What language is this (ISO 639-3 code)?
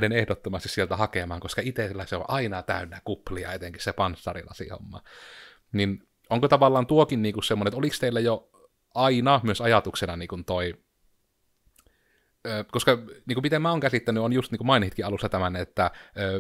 fin